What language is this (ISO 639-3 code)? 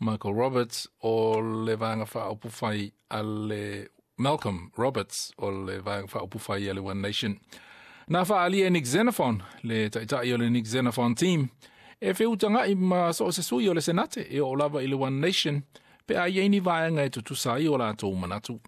smo